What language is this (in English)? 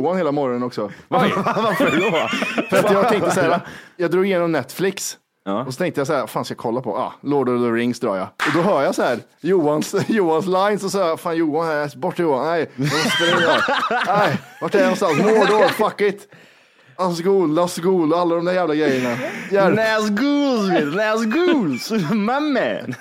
Swedish